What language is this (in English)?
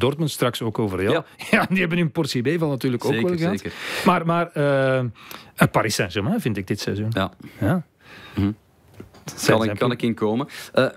Dutch